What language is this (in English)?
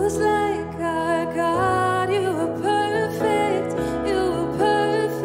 Swiss German